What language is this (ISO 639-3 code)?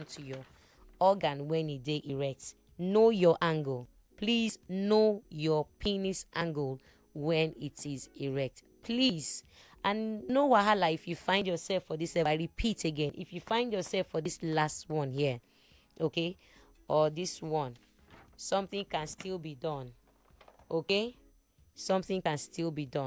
pcm